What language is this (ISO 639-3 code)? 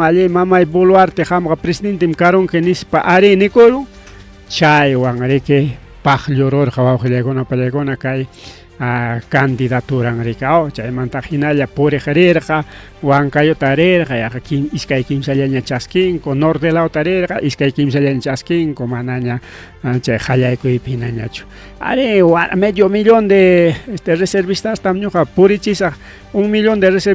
quy